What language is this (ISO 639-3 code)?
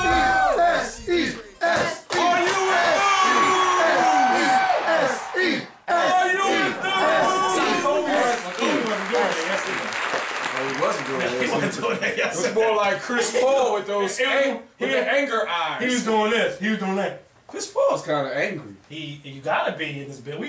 eng